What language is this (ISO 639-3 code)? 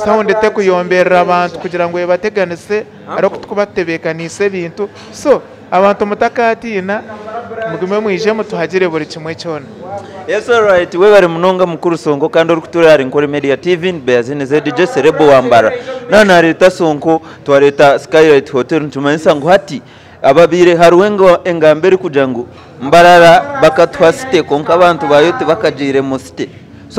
nyn